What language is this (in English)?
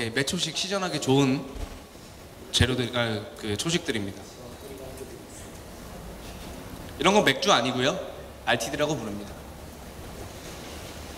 Korean